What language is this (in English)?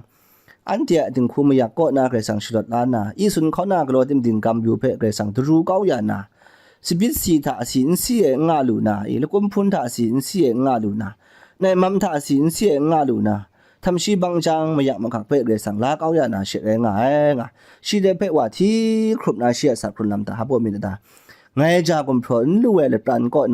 Kachin